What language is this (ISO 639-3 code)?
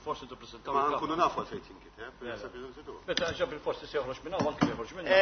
mlt